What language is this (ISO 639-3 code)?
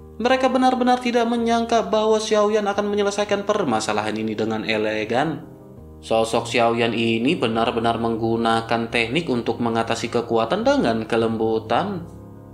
ind